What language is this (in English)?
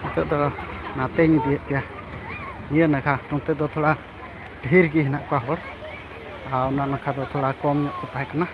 Santali